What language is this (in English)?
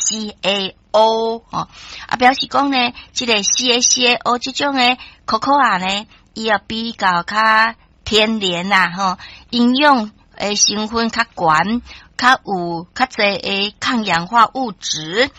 Min Nan Chinese